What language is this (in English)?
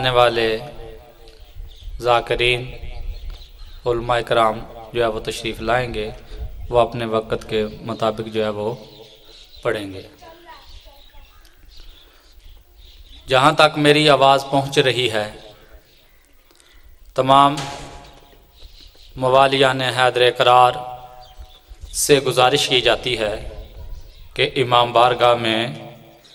Urdu